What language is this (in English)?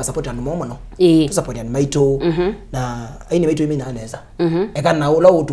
Kamba